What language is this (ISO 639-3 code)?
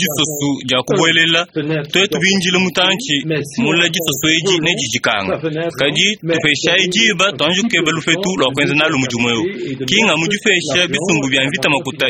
lua